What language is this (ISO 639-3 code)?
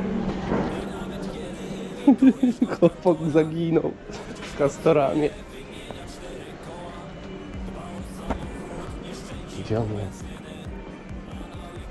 pol